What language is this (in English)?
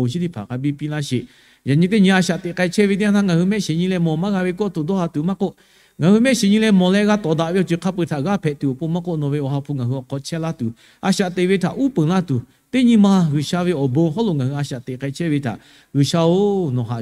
Lahu